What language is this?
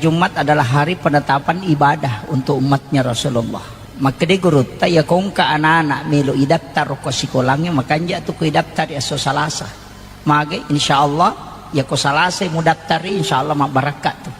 Buginese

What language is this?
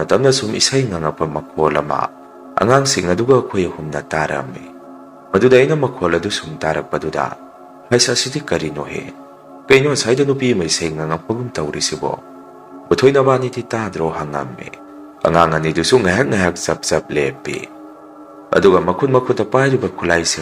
Manipuri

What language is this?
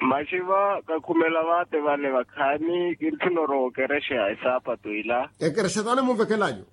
Makhuwa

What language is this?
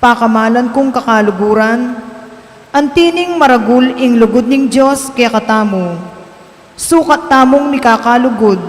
Pampanga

